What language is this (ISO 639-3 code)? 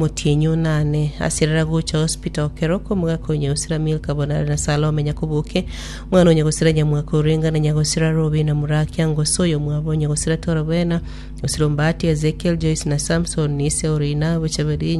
guz